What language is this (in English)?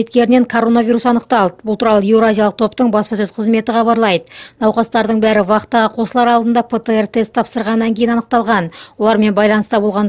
Kazakh